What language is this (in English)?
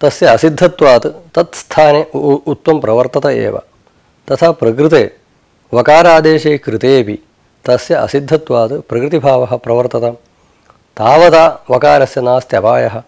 Sanskrit